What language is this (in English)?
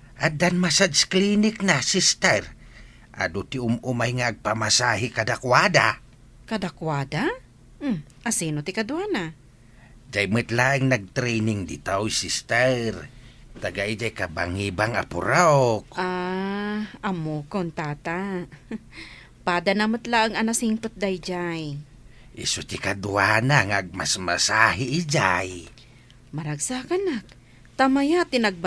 Iloko